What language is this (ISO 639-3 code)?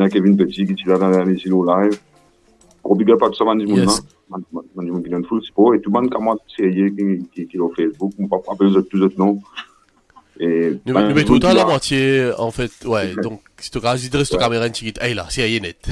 mfe